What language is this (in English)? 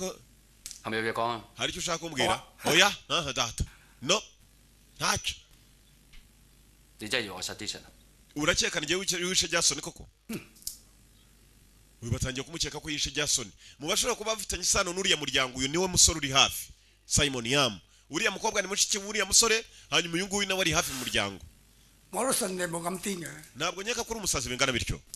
Kinyarwanda